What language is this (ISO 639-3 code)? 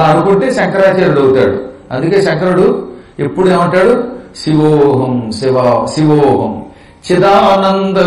tel